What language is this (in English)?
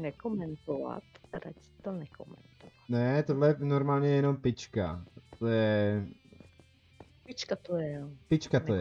Czech